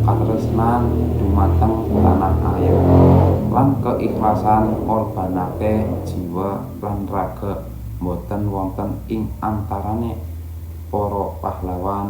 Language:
Javanese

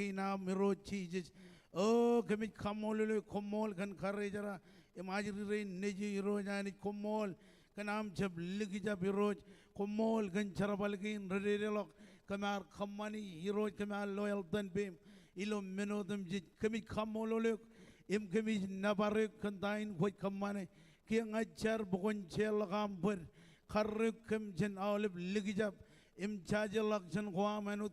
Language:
Marshallese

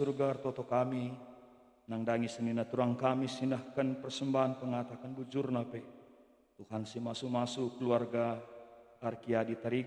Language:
Batak Karo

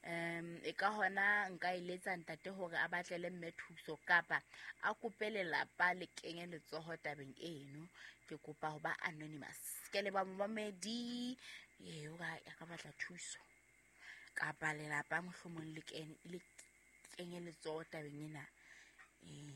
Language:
Southern Sotho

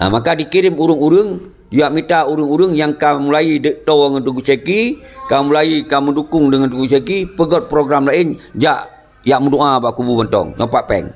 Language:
Achinese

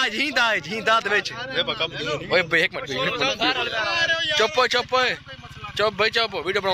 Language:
Saraiki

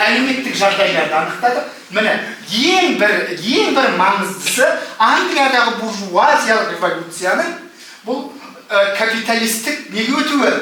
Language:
Kazakh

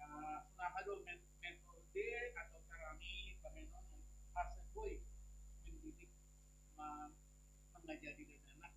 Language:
Batak Simalungun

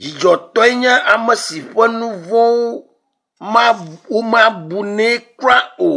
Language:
Ewe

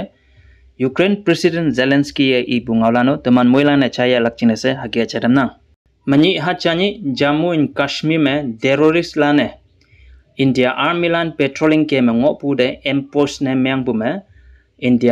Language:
Konyak Naga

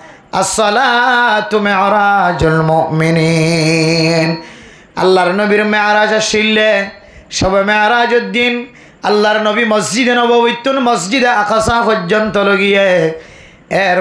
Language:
Rohingya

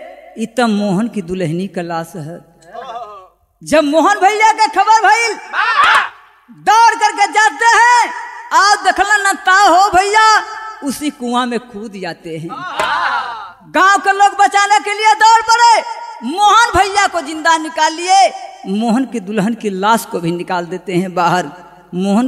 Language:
Bhojpuri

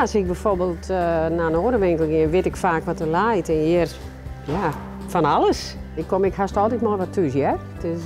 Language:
Western Frisian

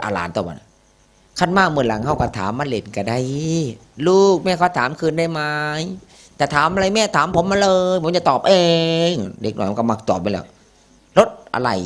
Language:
Northeastern Thai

